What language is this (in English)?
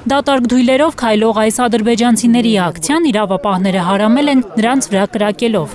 Armenian